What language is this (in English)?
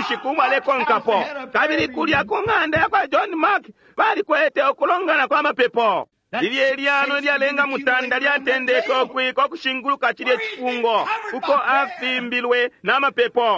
Bemba